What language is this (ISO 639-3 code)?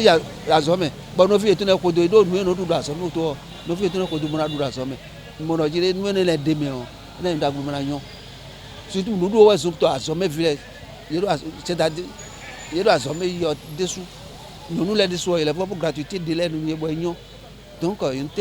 fon